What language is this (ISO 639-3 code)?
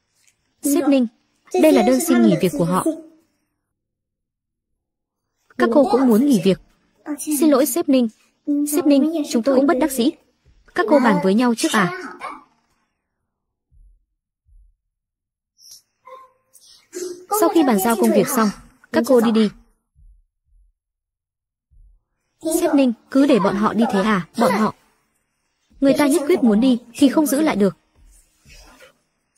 vie